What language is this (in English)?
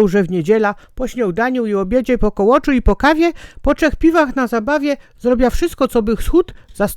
Silesian